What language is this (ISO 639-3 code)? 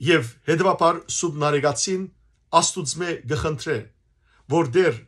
hyw